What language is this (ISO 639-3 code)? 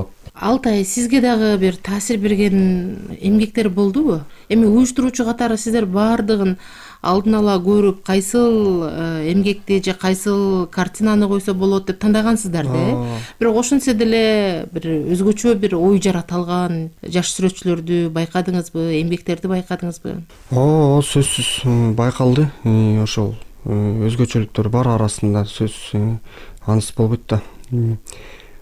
kir